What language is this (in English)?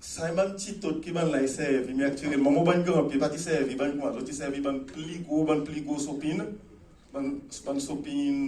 Seselwa Creole French